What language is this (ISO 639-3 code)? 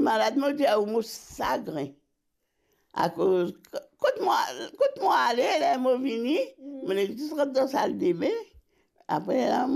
mfe